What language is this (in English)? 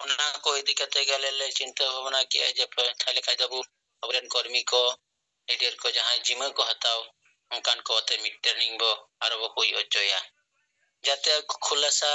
Santali